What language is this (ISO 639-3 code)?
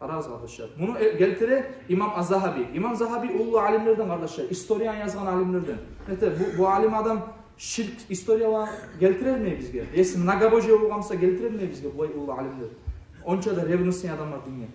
kum